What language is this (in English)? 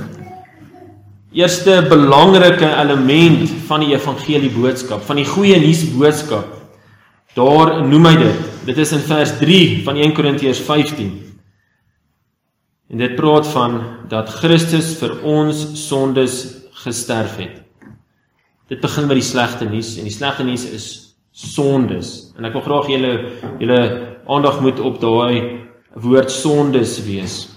Afrikaans